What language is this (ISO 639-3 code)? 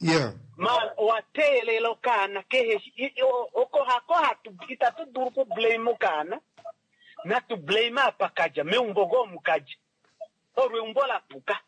kua